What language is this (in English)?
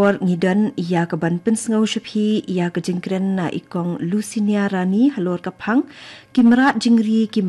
Khasi